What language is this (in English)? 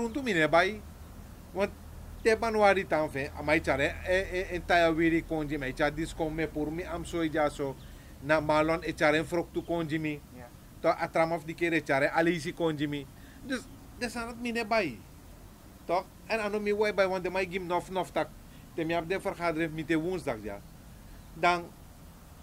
Sranan Tongo